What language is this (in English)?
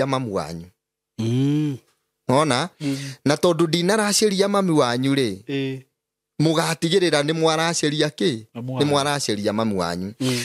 Kikuyu